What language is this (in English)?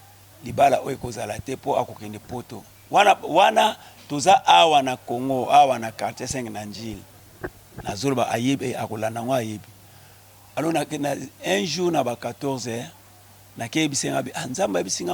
Lingala